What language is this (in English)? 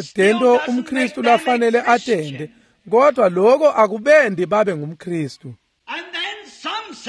Swati